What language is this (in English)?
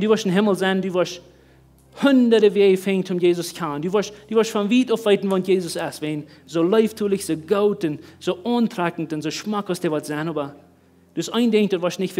Plautdietsch